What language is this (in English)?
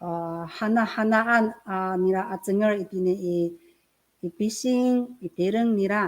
Amis